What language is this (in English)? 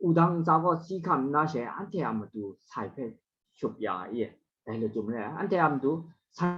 Kachin